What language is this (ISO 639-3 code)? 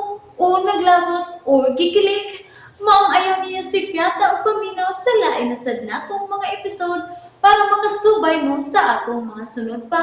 ceb